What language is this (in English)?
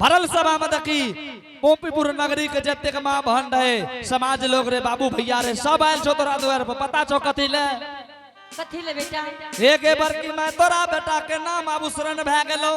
Angika